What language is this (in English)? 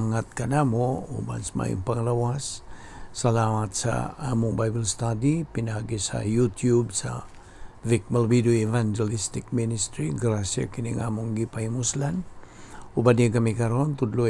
Cebuano